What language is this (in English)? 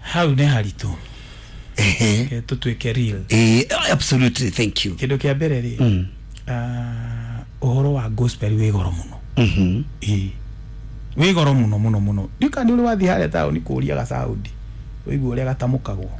Kikuyu